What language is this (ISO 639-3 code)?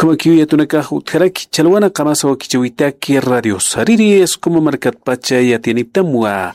aym